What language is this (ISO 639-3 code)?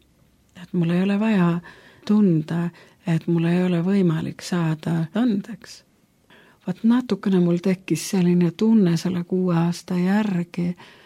est